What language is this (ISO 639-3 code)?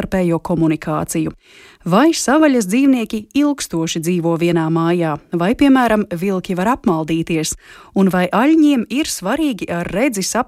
lav